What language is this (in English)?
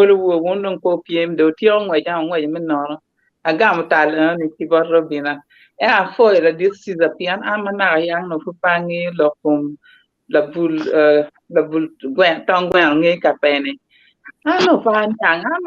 Acoli